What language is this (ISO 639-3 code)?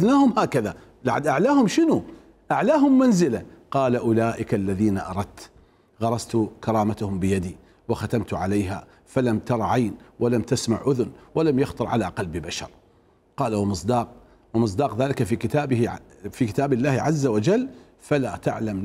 acm